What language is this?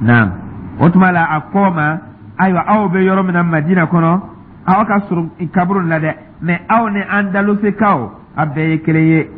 Dyula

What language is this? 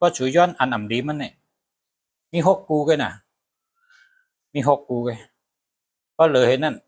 Shan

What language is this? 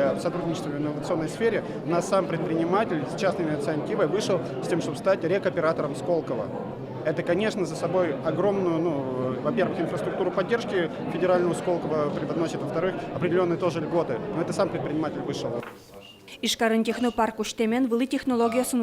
Udmurt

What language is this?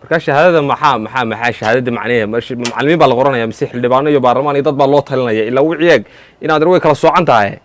Somali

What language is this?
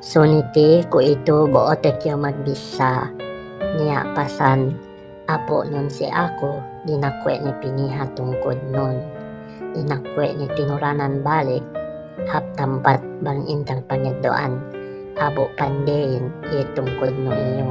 Yakan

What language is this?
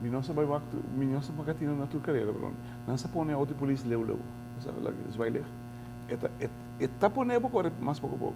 Papiamento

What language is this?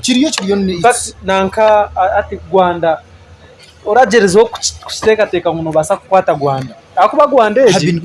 Nyankole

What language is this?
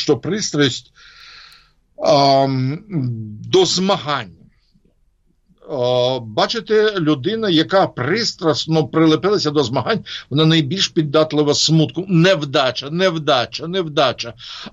Ukrainian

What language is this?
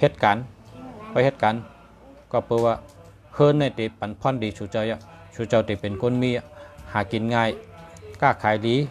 Shan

